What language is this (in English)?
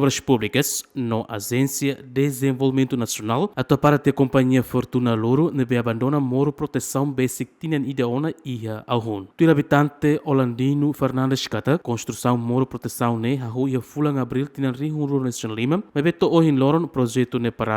Tetum